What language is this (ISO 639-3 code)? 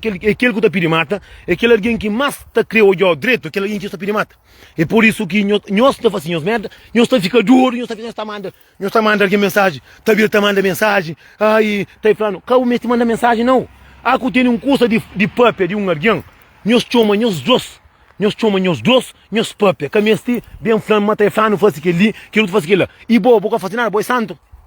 kea